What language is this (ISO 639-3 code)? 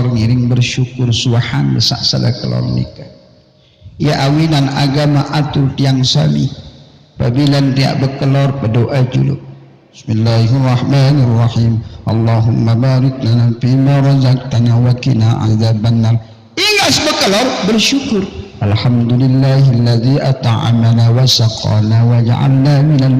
sas